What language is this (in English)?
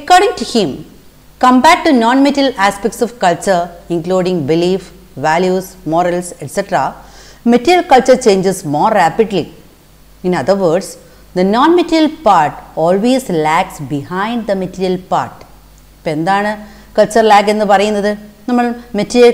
Malayalam